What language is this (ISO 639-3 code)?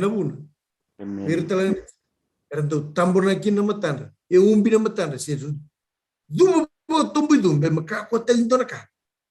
fij